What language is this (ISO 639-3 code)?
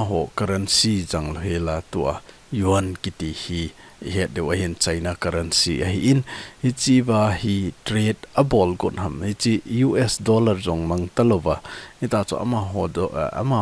tcz